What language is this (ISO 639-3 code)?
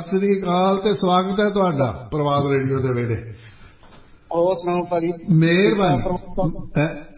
pan